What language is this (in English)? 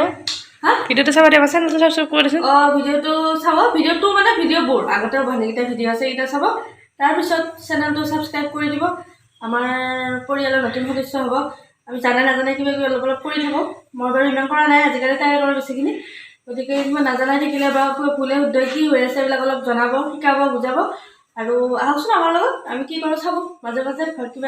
Assamese